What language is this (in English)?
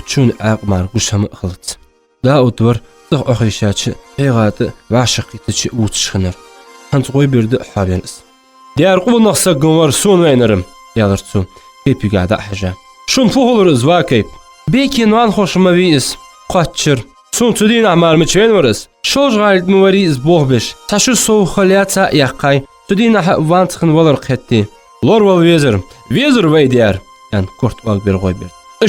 Ingush